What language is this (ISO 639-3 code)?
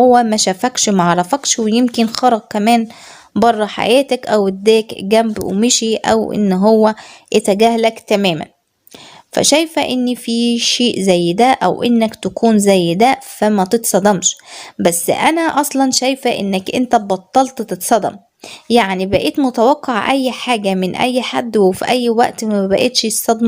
arz